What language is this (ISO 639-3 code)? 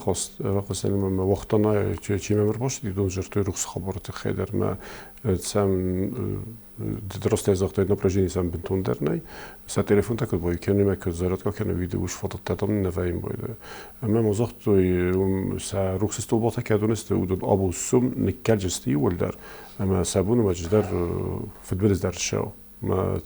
oss